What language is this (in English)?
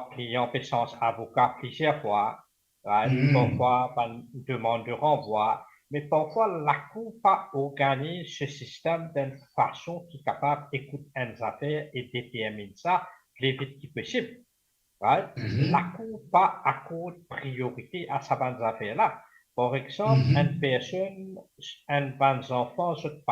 Morisyen